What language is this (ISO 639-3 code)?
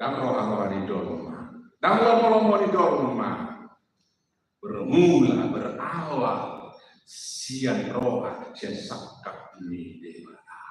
bbc